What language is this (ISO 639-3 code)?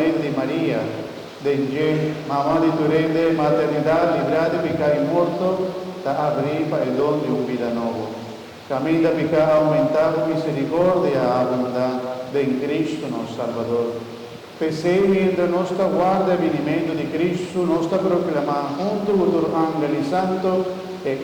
pap